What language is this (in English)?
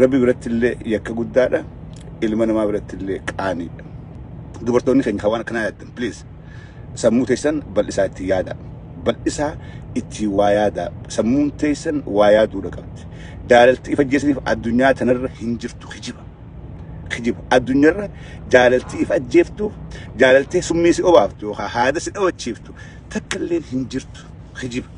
Oromo